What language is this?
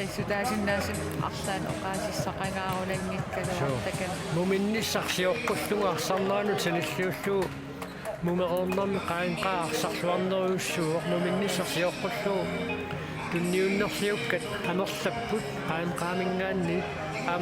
Kalaallisut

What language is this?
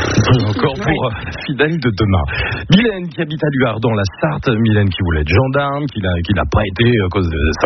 French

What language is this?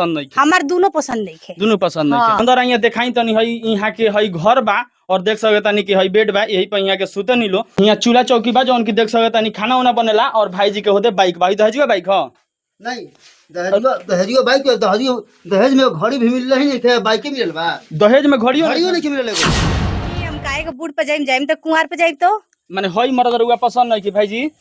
Bhojpuri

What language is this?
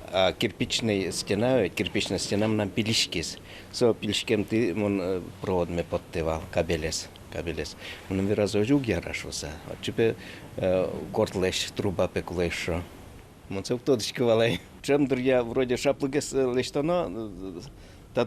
Udmurt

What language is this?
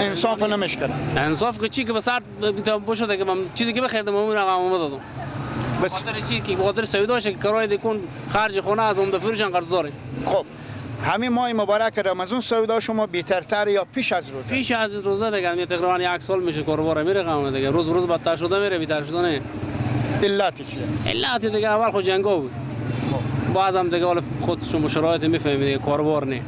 Persian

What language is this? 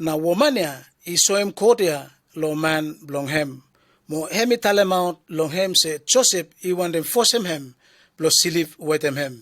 Bislama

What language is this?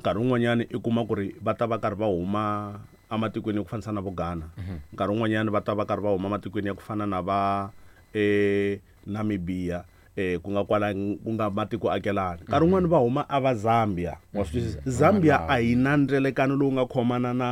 Tsonga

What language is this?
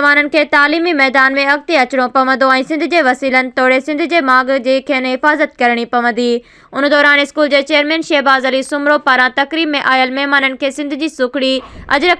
Sindhi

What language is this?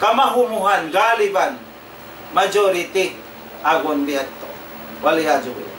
Tausug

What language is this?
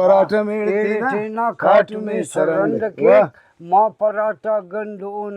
Brahui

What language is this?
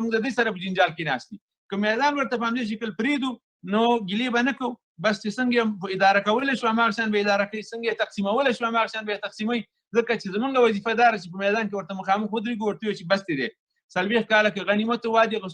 Pashto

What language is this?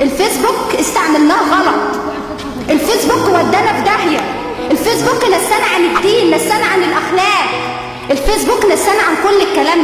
Egyptian Arabic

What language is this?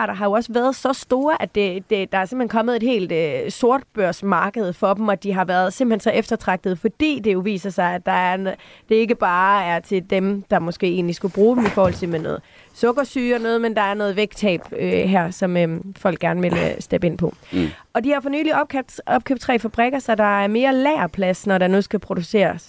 Danish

